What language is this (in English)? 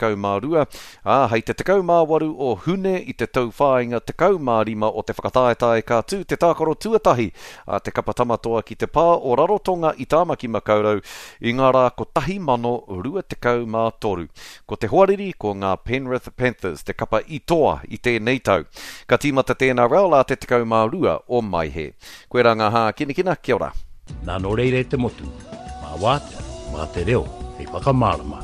Māori